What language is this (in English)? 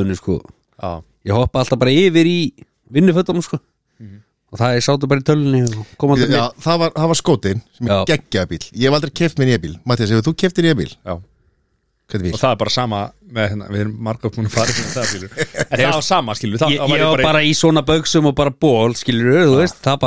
Icelandic